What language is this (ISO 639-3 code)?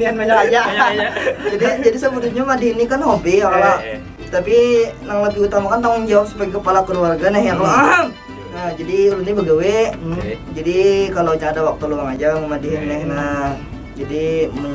bjn